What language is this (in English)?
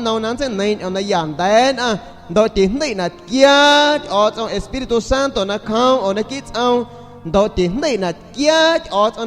San Pedro Amuzgos Amuzgo